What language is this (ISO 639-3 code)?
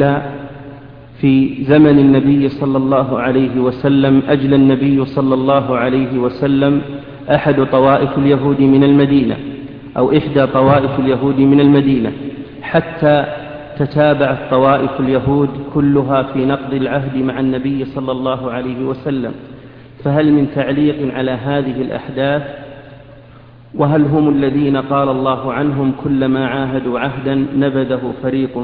ara